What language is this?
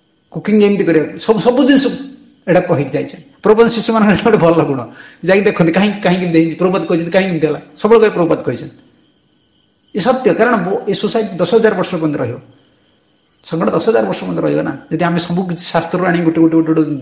Odia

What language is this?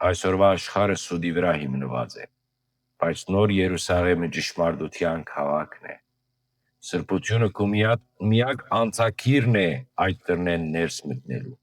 Western Armenian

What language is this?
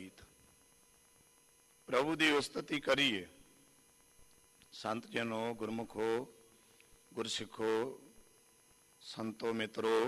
Punjabi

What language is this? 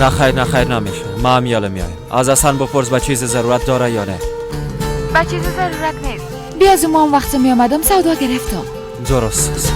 Persian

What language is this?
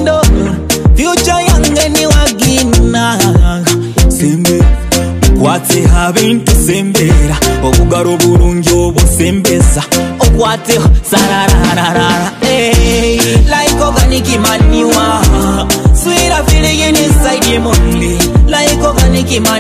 Nyoro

